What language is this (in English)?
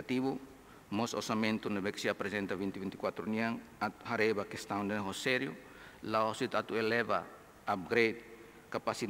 Tetum